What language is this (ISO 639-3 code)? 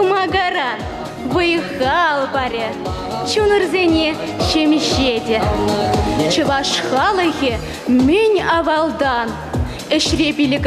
chv